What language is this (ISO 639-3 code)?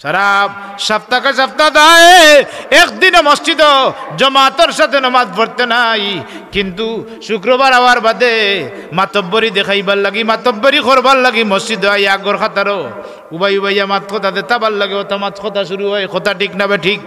syl